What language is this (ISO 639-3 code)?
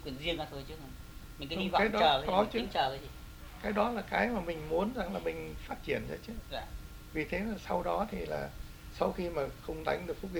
vie